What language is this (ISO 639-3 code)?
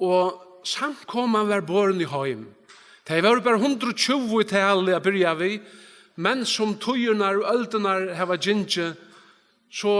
fao